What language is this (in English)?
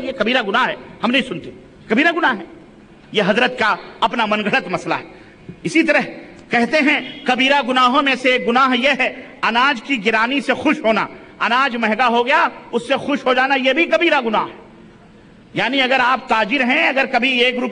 Urdu